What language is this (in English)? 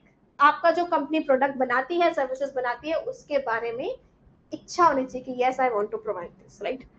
Hindi